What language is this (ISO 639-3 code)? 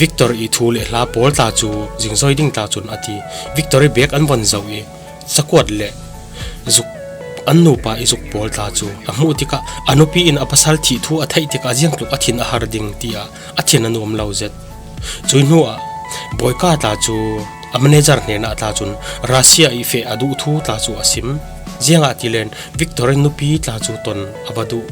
cfm